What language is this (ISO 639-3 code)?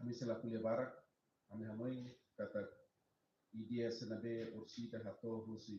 tet